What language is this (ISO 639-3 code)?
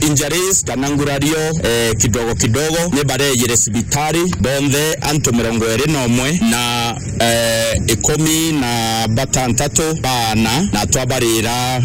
mer